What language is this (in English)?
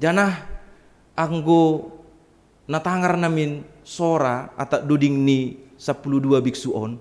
Batak Simalungun